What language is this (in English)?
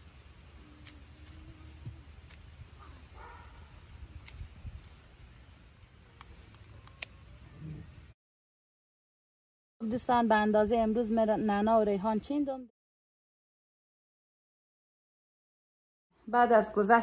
Persian